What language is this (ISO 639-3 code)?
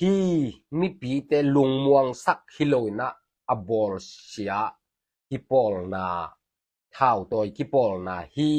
ctd